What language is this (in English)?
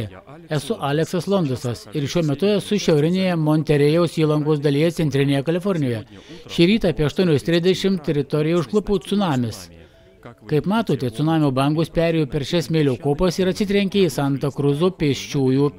Lithuanian